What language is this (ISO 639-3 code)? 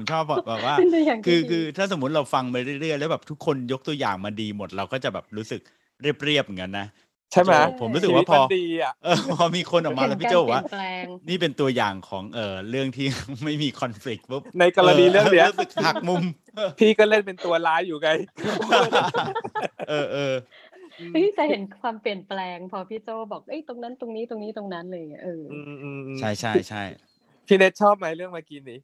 tha